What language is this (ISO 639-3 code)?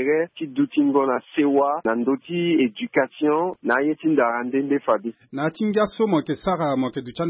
sag